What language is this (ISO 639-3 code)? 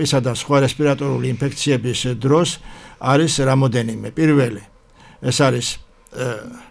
kat